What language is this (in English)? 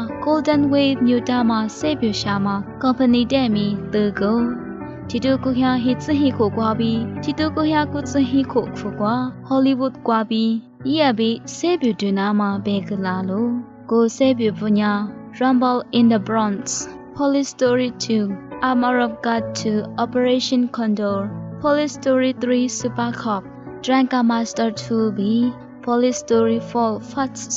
Lisu